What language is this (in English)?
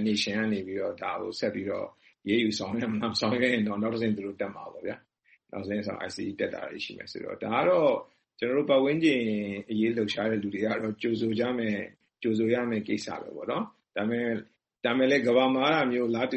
Burmese